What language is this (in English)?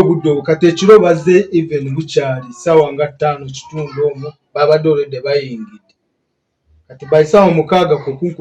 Ganda